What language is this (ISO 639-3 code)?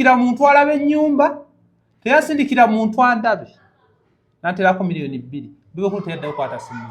lug